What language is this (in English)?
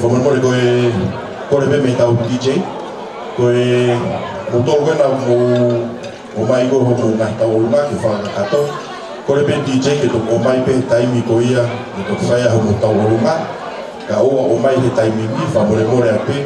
Tongan